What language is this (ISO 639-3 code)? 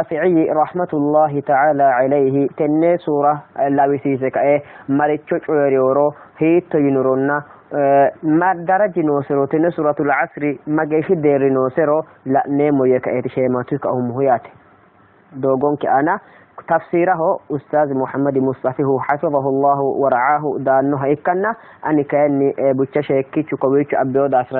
sid